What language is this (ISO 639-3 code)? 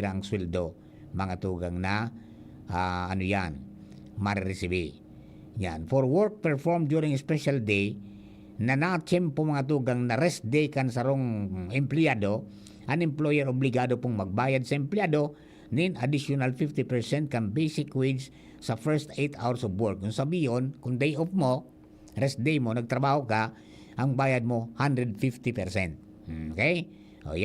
bik